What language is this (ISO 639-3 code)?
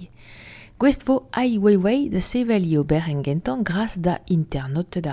bre